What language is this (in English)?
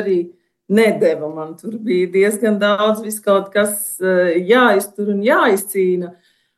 Latvian